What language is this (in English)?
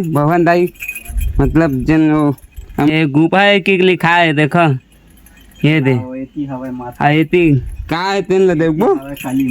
Chhattisgarhi